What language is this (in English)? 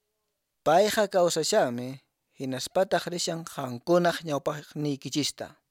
Quechua